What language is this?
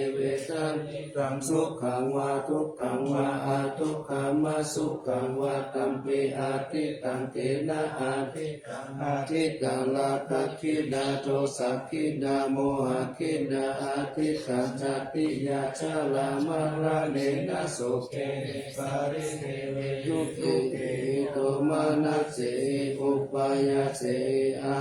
Pali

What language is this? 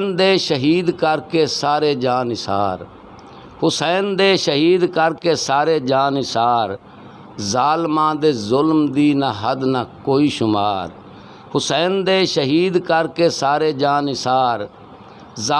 Western Panjabi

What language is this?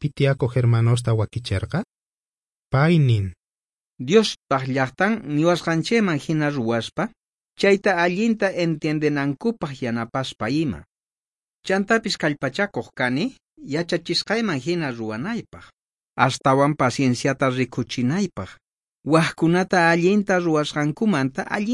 South Bolivian Quechua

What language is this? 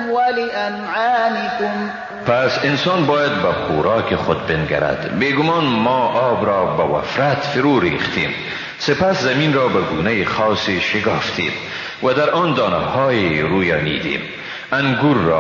Persian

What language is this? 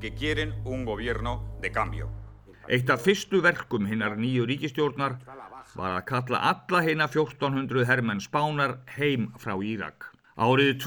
Icelandic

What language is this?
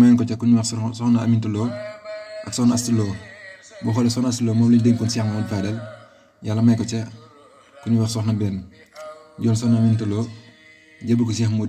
Wolof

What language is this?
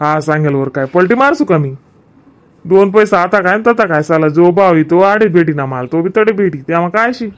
Khandesi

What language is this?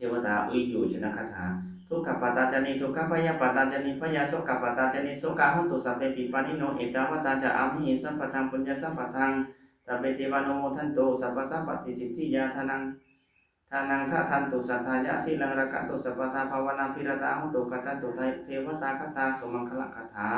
Pali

